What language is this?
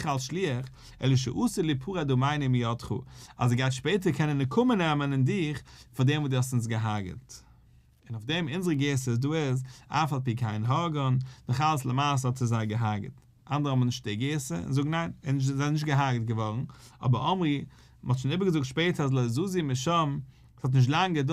Yiddish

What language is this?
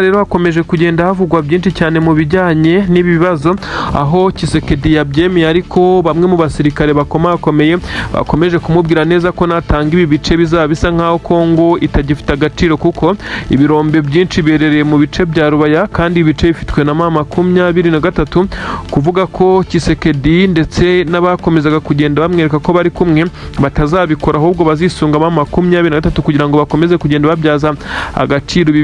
Kinyarwanda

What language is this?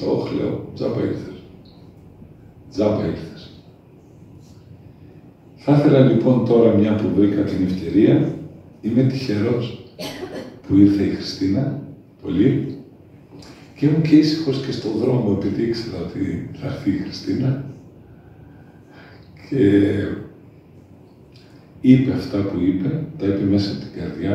Greek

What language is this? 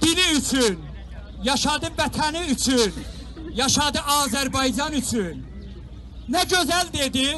South Azerbaijani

